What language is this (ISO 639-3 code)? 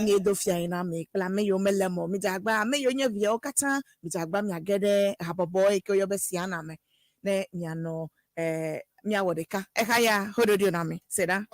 ewe